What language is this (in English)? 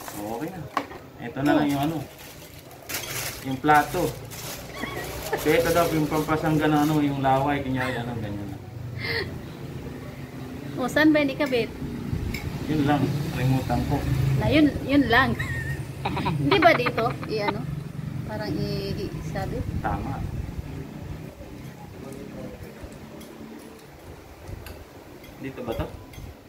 Filipino